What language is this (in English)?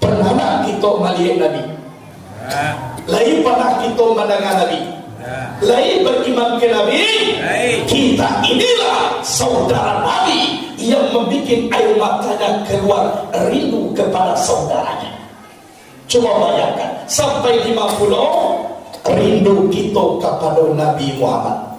Minangkabau